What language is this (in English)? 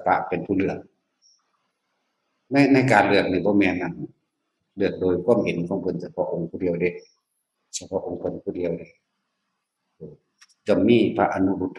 Lao